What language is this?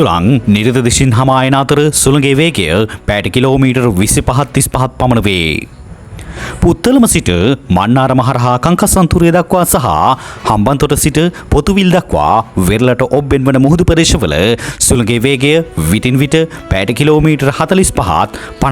Sinhala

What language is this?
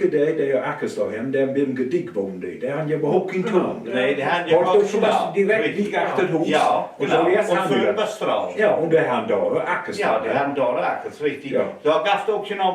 Low German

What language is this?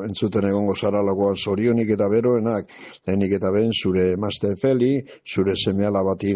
Basque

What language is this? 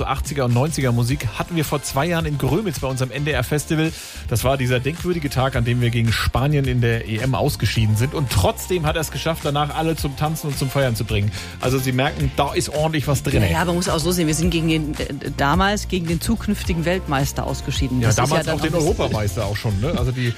German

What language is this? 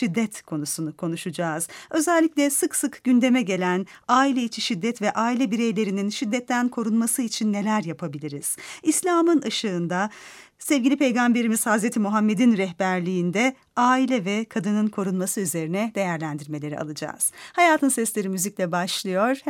Turkish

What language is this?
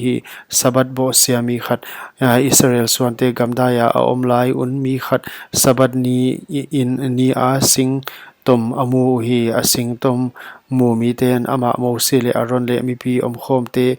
Paite Chin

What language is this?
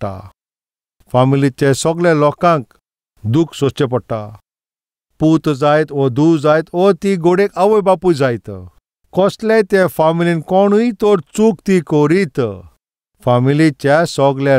Konkani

